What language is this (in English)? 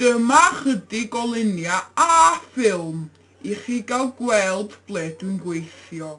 Welsh